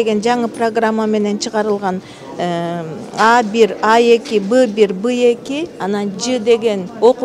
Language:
Kyrgyz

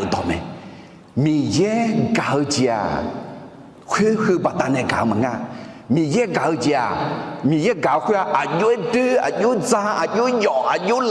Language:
Akha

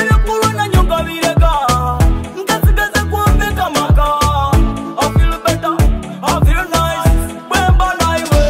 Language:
Nyoro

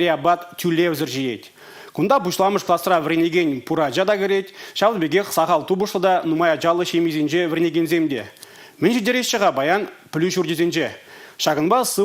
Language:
Chuvash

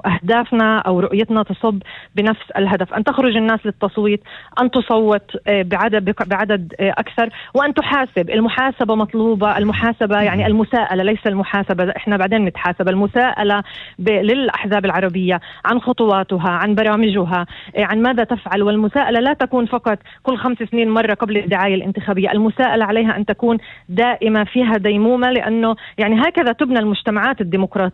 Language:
North Levantine Arabic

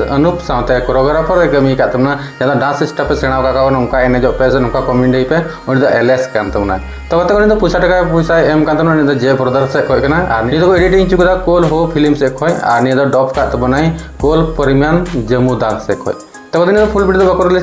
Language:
Santali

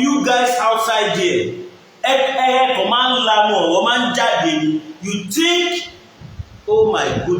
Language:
Yoruba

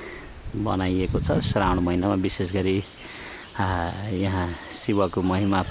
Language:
Nepali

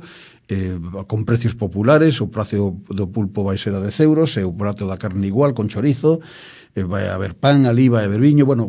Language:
Galician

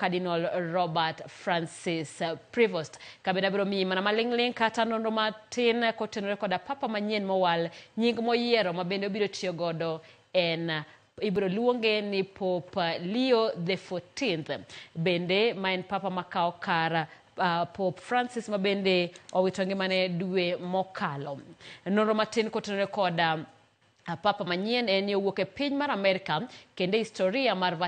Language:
Luo (Kenya and Tanzania)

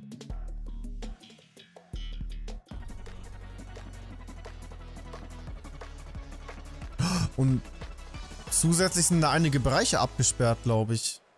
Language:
German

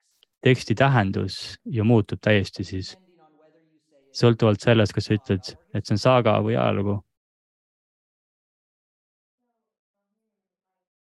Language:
Estonian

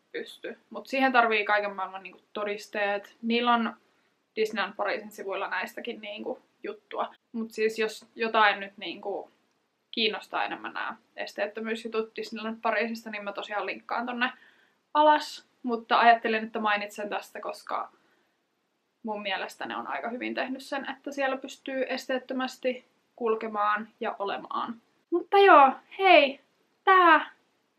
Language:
Finnish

